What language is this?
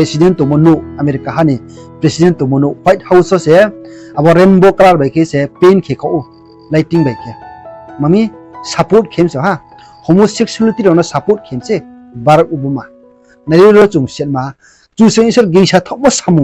Riang (India)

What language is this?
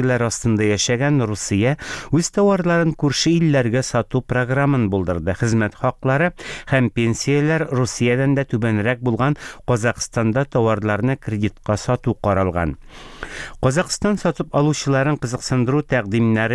Tatar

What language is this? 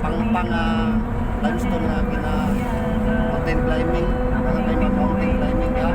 Cebuano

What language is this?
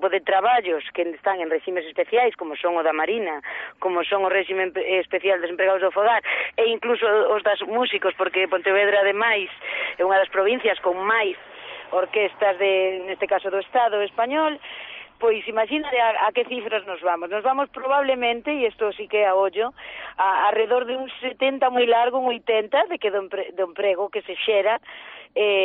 Galician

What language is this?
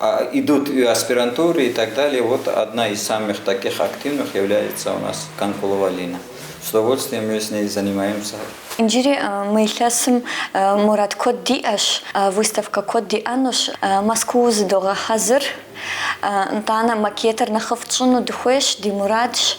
Kabardian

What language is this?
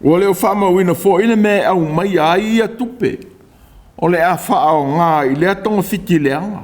Samoan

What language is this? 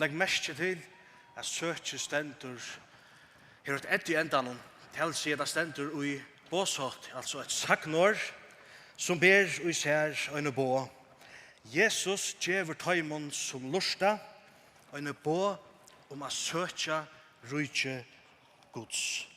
Faroese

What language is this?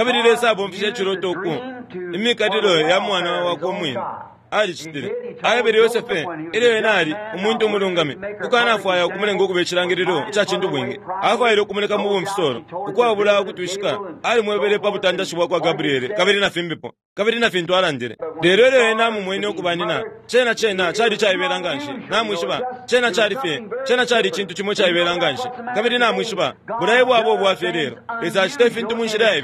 Bemba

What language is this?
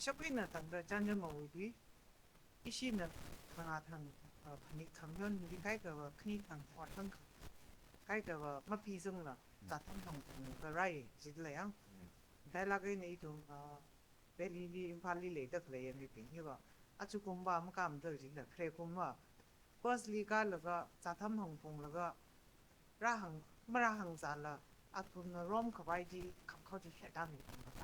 Tangkhul Naga (India)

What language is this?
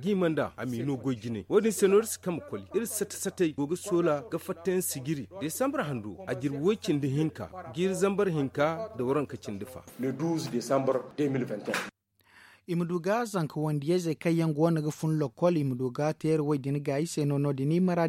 Zarma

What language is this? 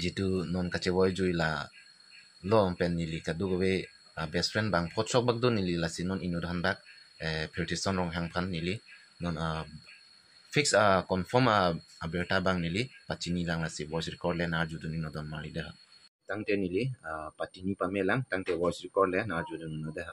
Karbi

